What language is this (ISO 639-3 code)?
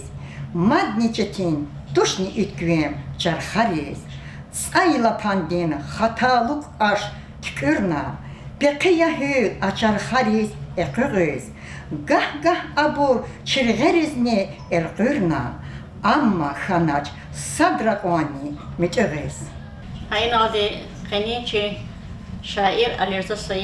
lez